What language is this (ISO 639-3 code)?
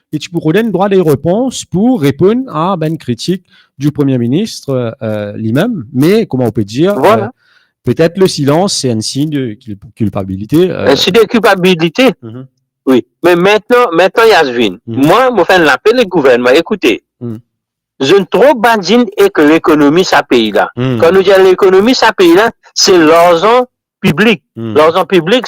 mfe